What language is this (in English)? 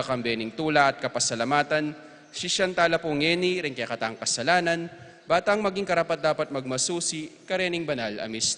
Pampanga